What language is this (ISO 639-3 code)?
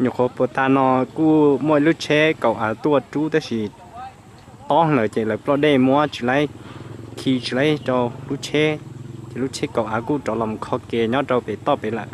hmn